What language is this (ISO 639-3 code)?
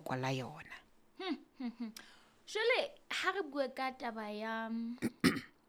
sot